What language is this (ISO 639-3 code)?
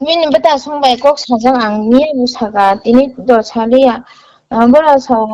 trp